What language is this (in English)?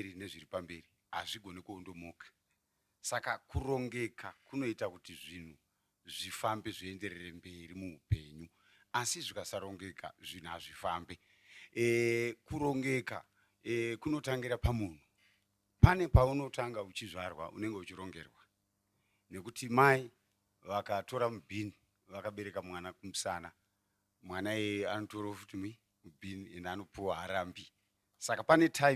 Shona